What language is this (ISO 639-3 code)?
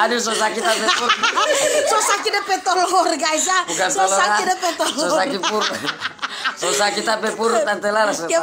xmm